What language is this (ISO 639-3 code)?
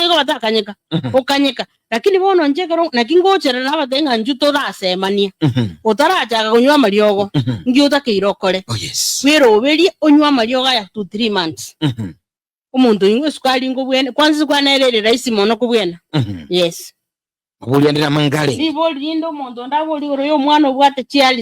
guz